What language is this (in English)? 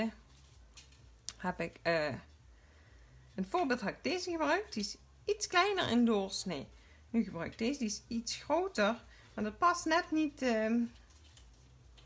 Dutch